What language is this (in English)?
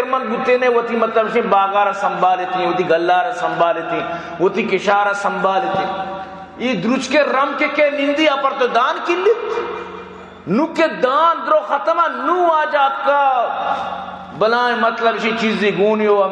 Baluchi